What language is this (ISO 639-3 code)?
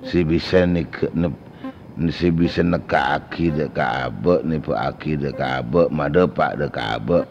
mad